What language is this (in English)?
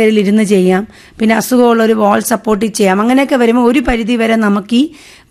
Malayalam